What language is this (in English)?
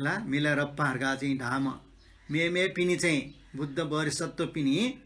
Newari